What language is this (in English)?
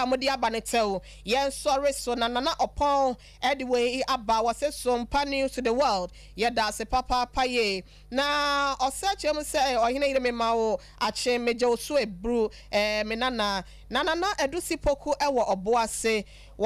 Akan